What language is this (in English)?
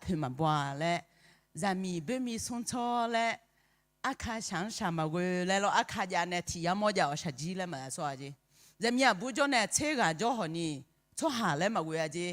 Akha